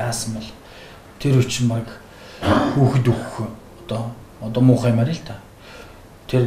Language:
Mongolian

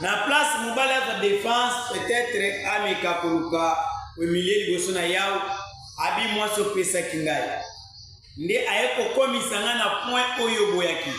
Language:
Lingala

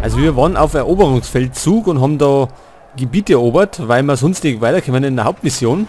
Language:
Bavarian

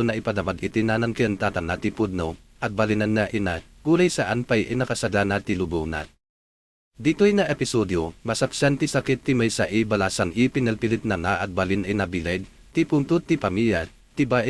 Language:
Iloko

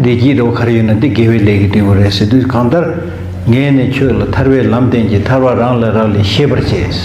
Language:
Tibetan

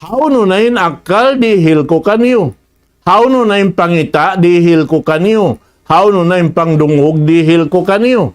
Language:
Tausug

